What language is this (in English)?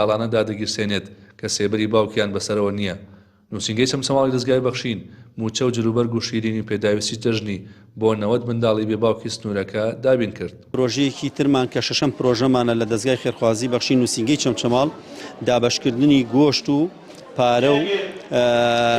Central Kurdish